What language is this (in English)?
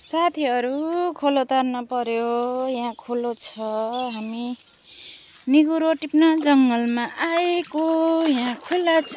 Nepali